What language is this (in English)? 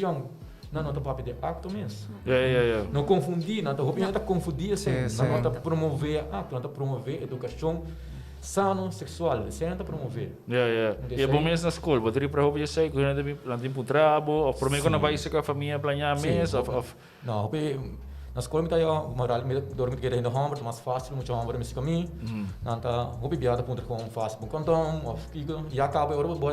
Papiamento